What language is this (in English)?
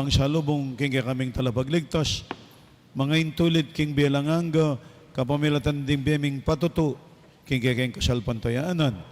Pampanga